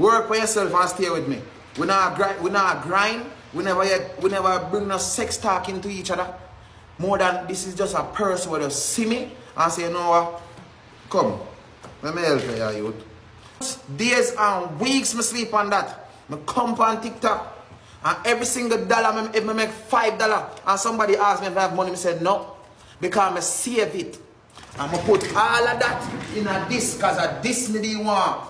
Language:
Jamaican Creole English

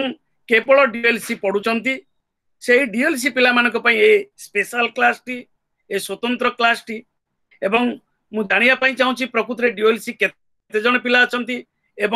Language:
Odia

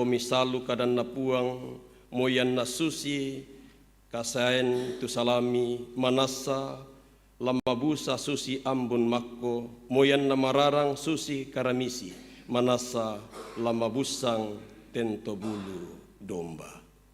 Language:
Toraja-Sa'dan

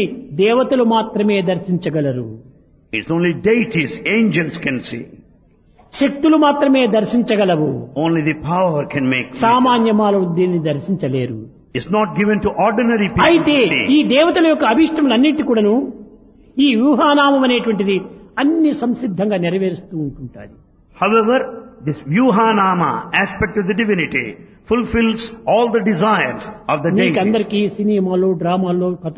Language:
Telugu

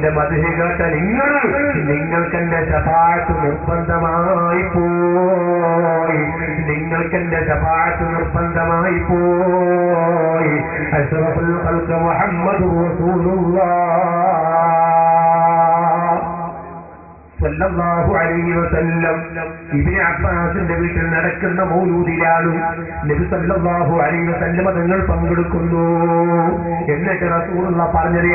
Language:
Malayalam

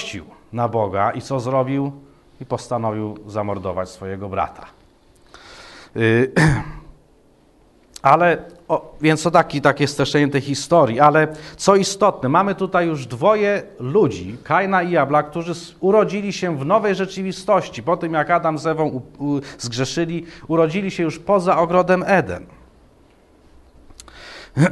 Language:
Polish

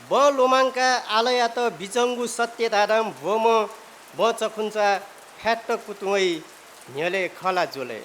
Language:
Newari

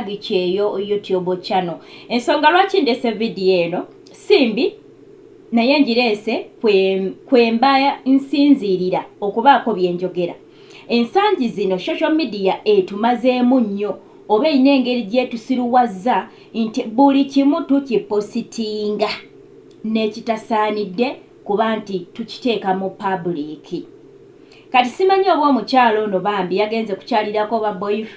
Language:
Ganda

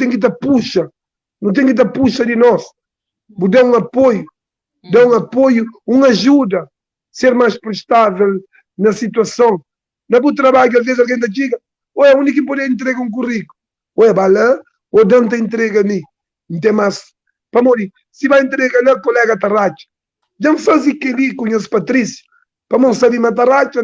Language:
Kabuverdianu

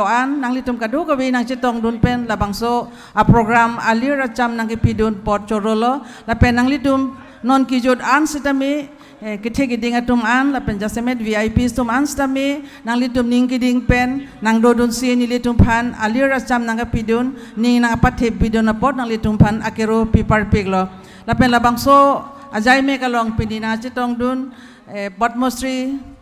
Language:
Karbi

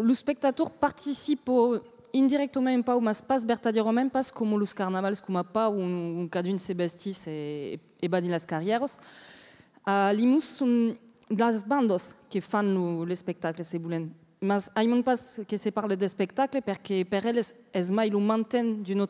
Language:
Occitan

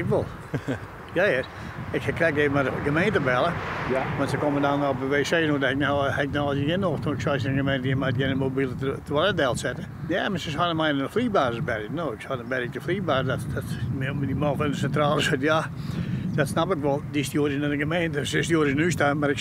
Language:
Western Frisian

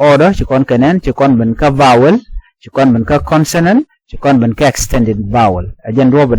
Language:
Nuer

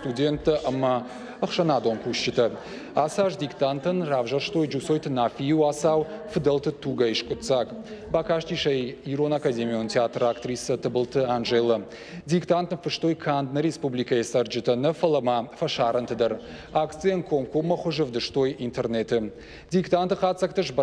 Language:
Ossetic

